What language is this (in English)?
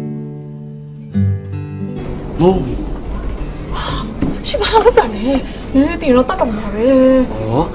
Burmese